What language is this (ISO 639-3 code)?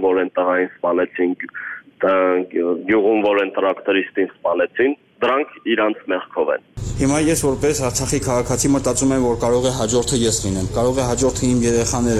hye